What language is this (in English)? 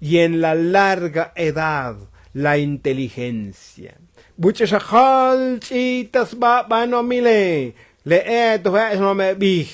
Tzotzil